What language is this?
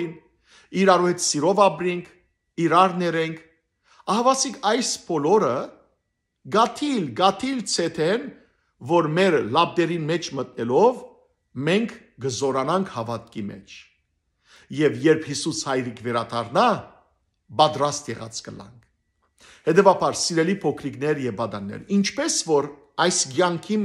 Western Armenian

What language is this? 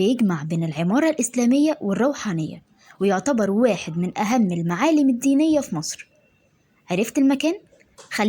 Egyptian Arabic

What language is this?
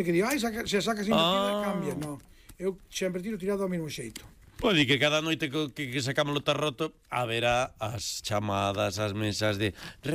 Galician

